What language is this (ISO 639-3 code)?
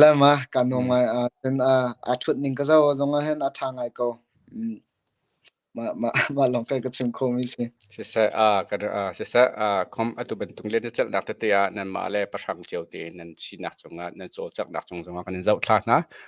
cnh